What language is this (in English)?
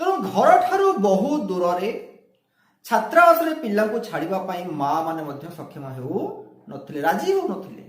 Odia